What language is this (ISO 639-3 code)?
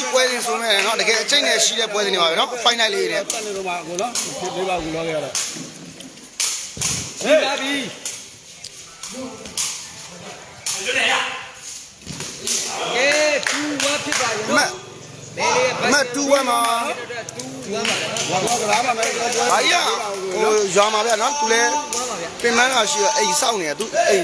mya